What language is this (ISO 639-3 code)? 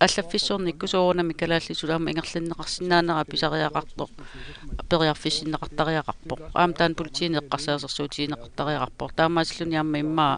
kal